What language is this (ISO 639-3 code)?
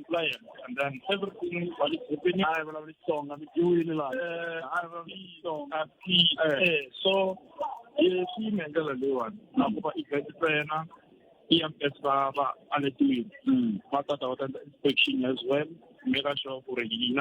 tso